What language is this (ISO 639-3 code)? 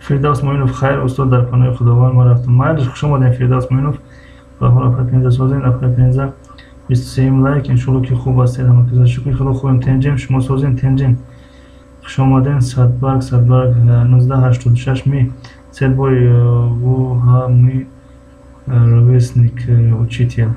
tgk